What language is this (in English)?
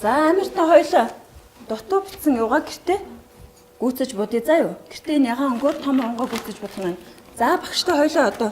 Mongolian